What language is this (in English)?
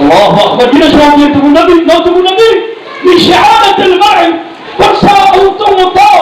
Maranao